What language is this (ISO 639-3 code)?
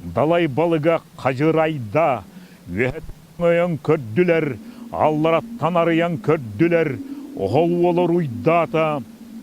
sah